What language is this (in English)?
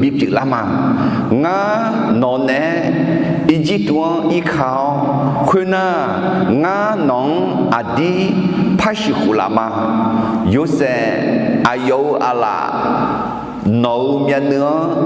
Akha